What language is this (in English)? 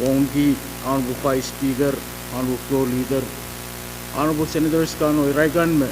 Pohnpeian